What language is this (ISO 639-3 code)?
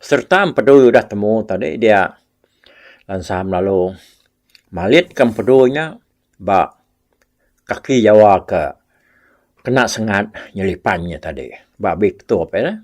iba